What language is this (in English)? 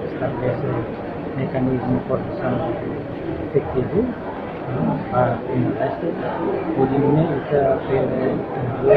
Tetum